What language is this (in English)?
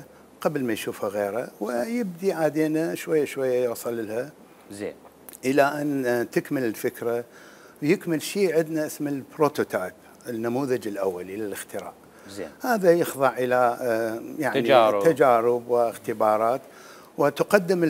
Mesopotamian Arabic